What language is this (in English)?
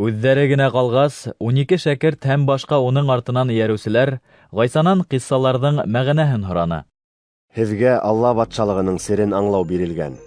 Bashkir